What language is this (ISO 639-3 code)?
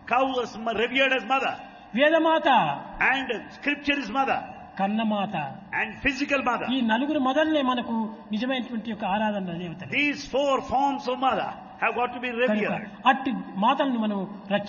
tel